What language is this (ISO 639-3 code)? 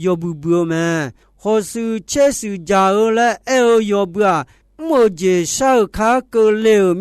ahk